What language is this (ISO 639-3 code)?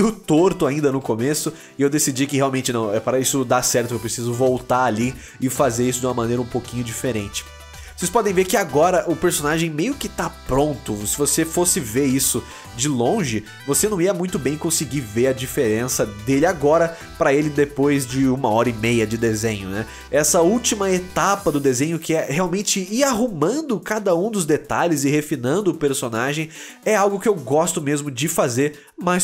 por